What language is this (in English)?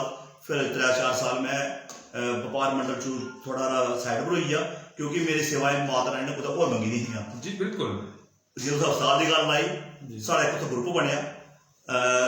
Dogri